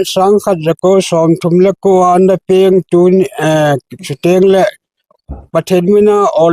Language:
Thado Chin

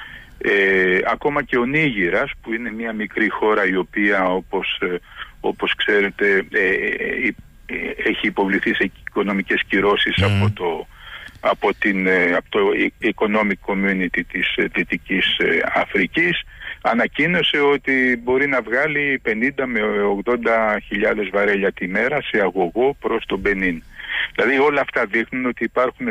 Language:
Greek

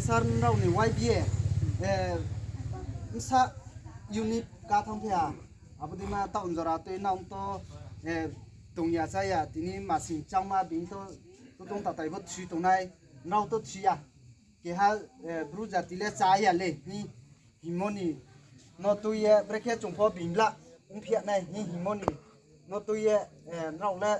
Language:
Riang (India)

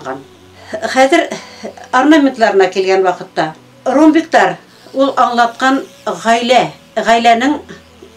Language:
Bashkir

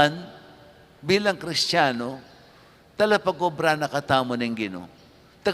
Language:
Pampanga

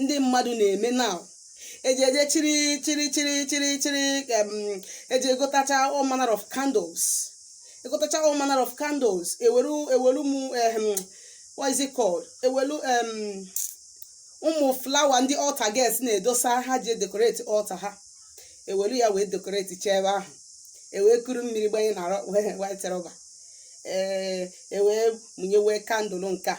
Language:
Igbo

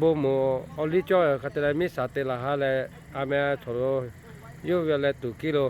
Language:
Lahu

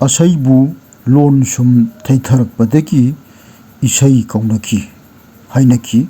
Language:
Manipuri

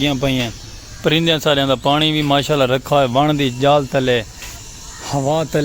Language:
Saraiki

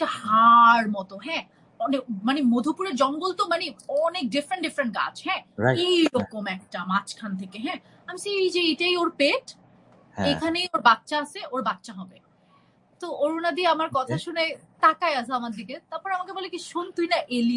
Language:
Bangla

